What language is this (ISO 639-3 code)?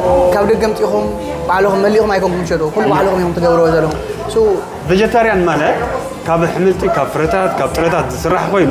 tir